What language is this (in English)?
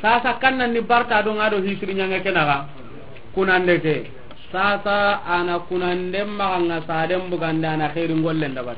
Soninke